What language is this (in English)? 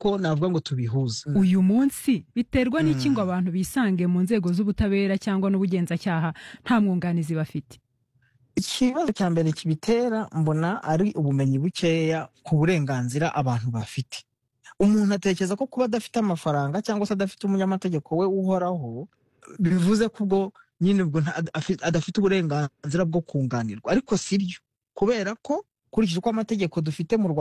Kinyarwanda